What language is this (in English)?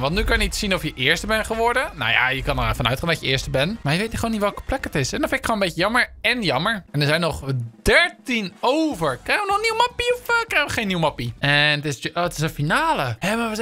Dutch